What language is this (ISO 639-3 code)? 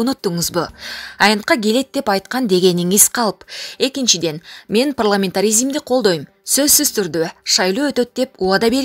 kir